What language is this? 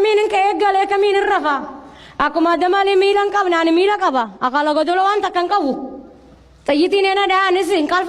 Oromo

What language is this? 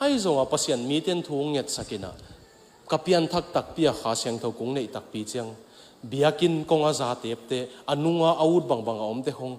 Tedim Chin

